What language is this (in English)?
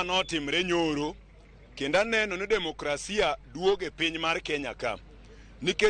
Luo (Kenya and Tanzania)